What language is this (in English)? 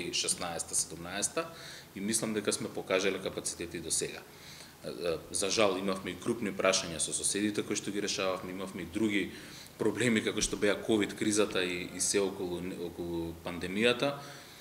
Macedonian